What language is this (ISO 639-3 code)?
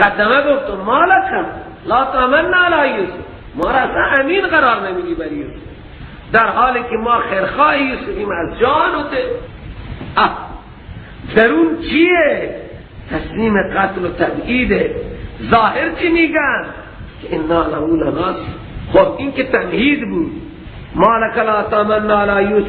fas